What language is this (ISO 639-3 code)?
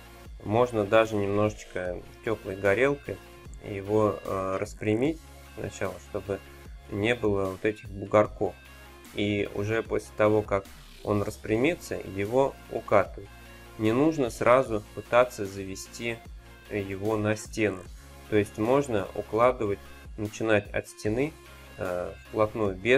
rus